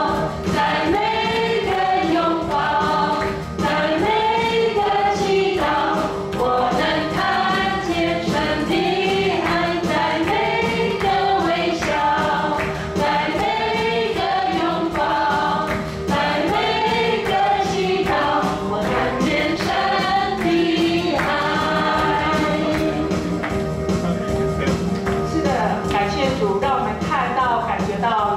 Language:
Chinese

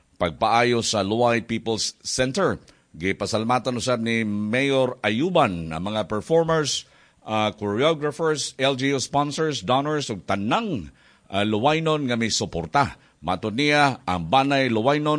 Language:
Cebuano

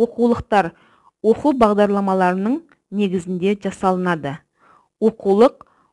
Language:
Kazakh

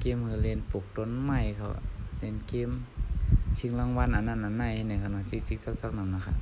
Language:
Shan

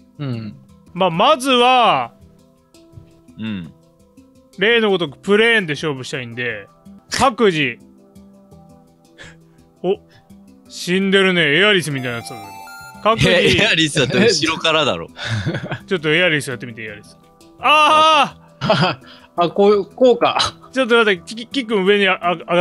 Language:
Japanese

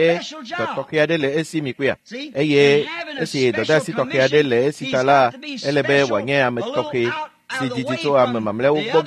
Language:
Ewe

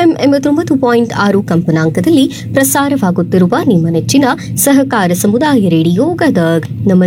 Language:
Kannada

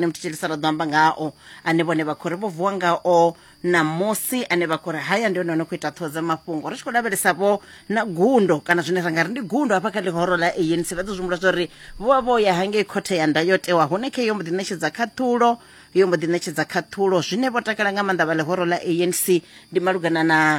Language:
Venda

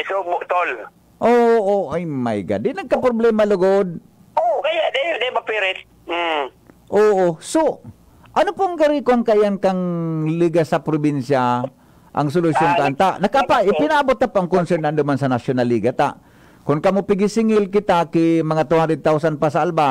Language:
Bikol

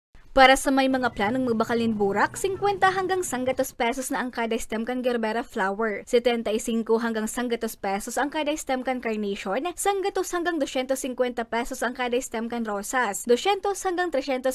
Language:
Bikol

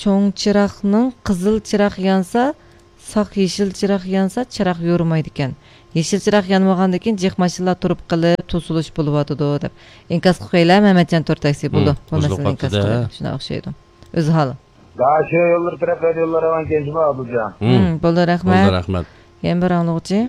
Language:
Uyghur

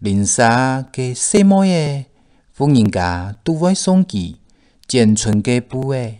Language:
Hakka Chinese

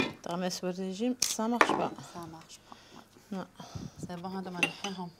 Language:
Algerian Arabic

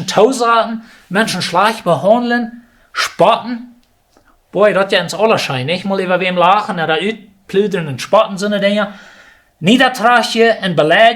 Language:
Plautdietsch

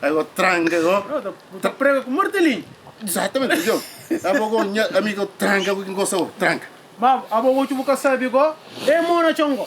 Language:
Kabuverdianu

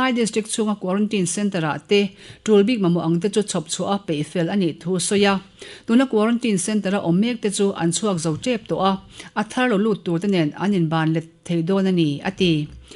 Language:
Mizo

